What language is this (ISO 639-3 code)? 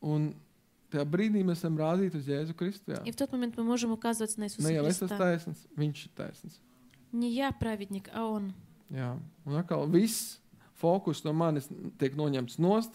lav